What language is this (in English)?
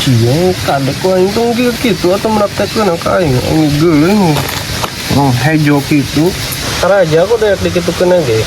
Sundanese